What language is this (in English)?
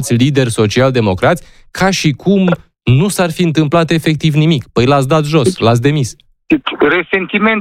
Romanian